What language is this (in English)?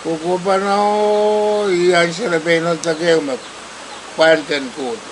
Pohnpeian